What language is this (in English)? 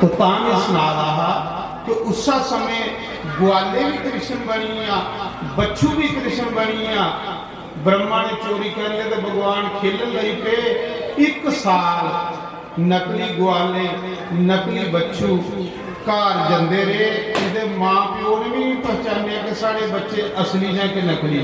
Dogri